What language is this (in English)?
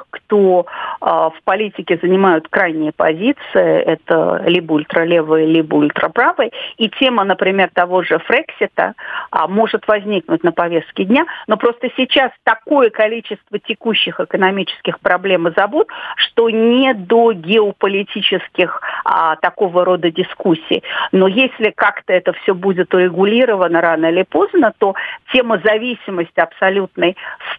Russian